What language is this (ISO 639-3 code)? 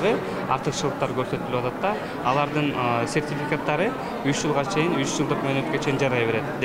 kir